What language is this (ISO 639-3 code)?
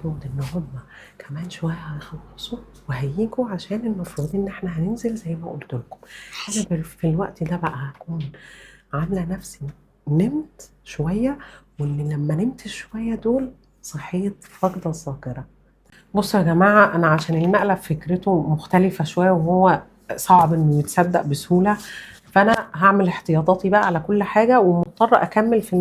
arz